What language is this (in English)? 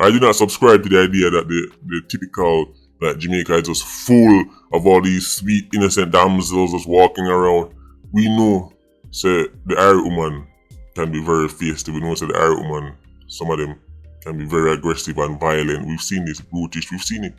Jamaican Creole English